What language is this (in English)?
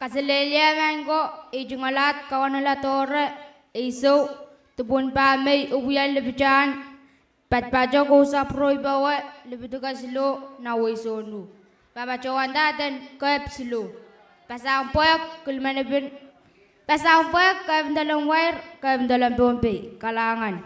Pohnpeian